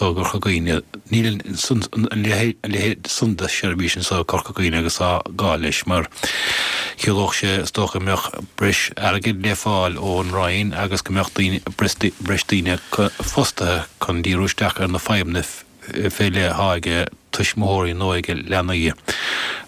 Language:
Irish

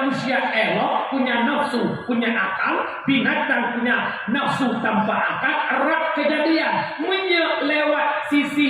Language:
Achinese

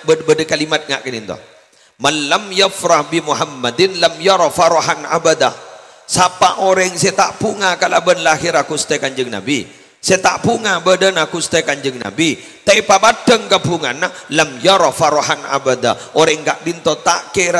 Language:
Madurese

